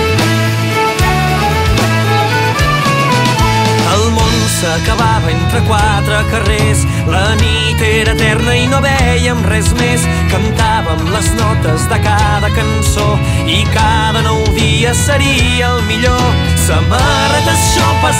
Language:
Catalan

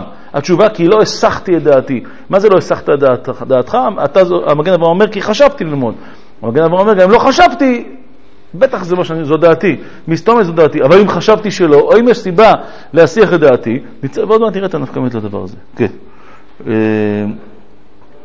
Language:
Hebrew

